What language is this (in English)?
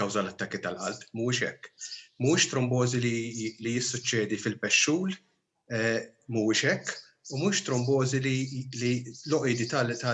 Maltese